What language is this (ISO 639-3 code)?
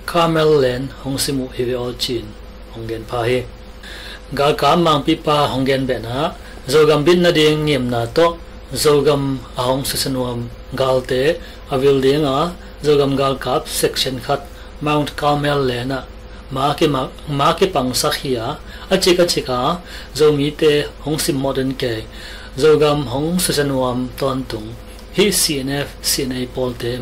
ctd